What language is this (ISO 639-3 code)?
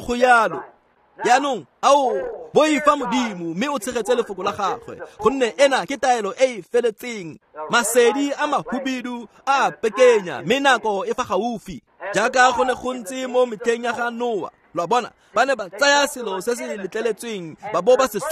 tsn